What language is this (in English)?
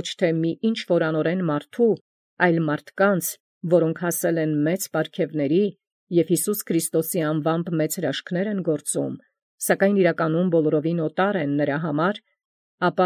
Armenian